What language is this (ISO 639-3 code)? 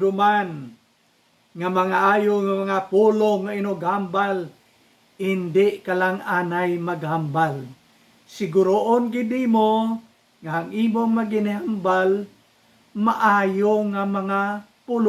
hil